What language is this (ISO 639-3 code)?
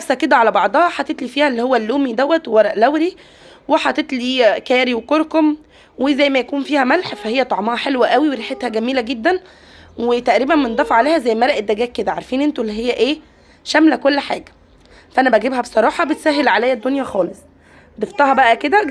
arz